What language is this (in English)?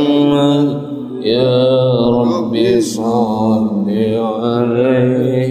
Arabic